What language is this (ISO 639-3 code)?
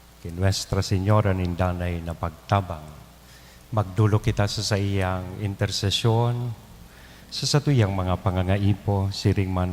bik